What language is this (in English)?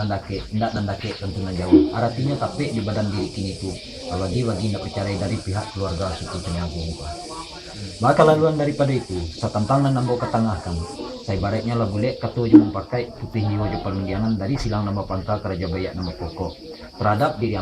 Minangkabau